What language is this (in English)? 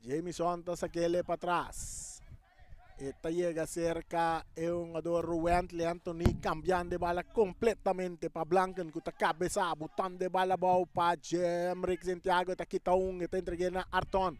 Papiamento